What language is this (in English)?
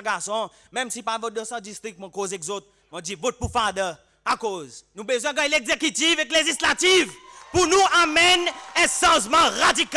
Seselwa Creole French